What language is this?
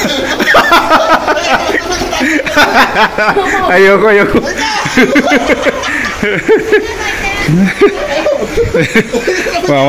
Filipino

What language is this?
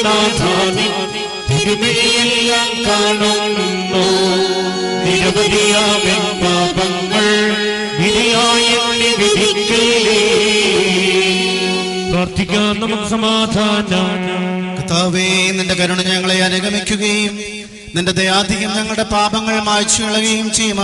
Malayalam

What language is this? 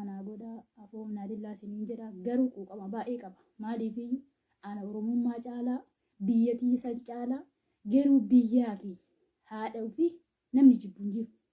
Oromo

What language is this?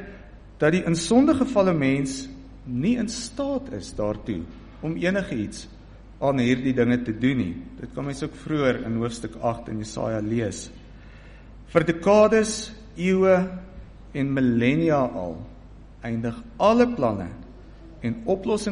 Afrikaans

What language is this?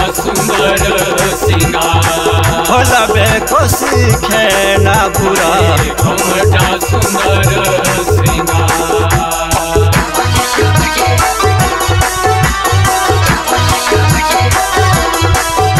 Bhojpuri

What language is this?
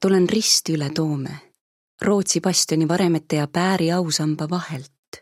Estonian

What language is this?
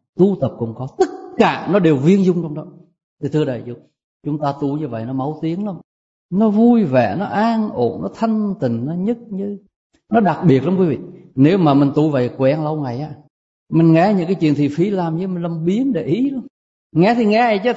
Vietnamese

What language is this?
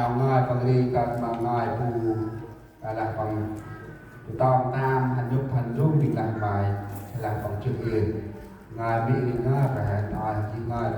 Central Mnong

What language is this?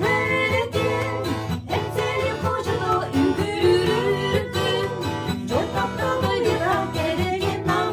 Yakut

